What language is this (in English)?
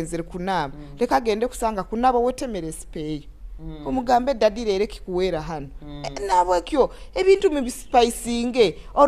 Nyoro